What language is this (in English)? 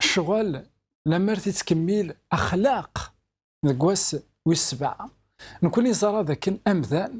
Kabyle